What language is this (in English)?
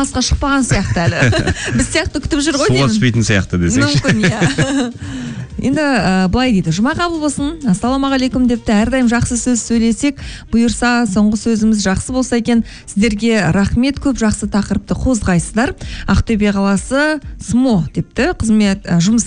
Kazakh